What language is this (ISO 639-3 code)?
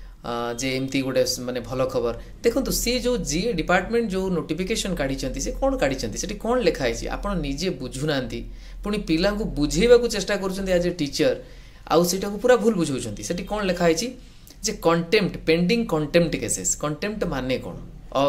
ori